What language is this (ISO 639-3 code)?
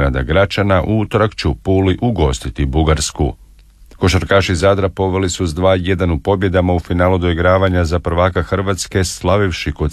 hrv